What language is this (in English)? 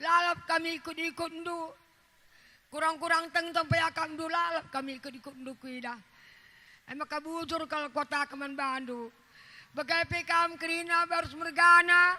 Batak Karo